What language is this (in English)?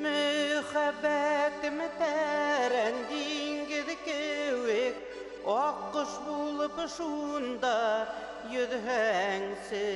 Bashkir